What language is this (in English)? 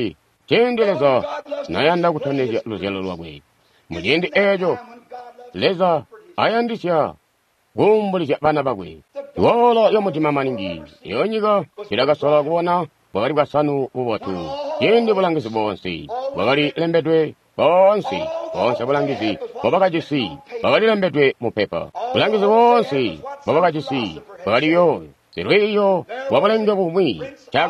Tonga (Zambia)